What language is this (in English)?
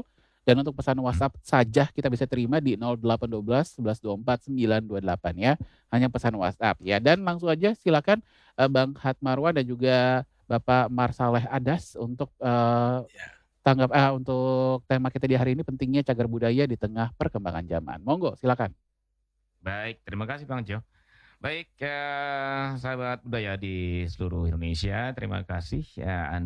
Indonesian